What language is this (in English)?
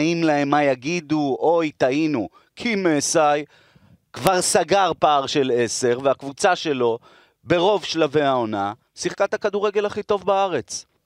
Hebrew